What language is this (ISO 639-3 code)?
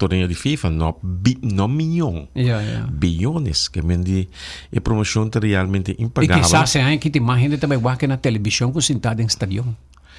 pap